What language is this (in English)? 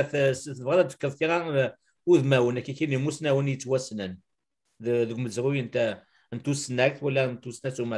Kabyle